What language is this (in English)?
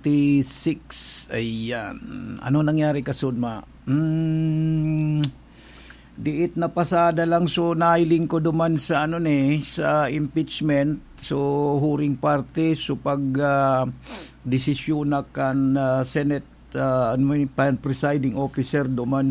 Bikol